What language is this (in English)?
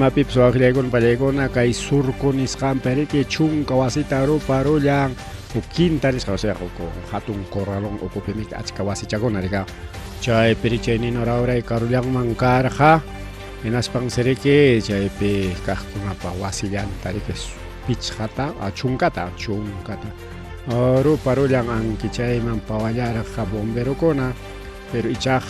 Ayacucho Quechua